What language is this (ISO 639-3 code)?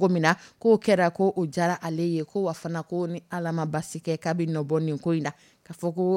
dyu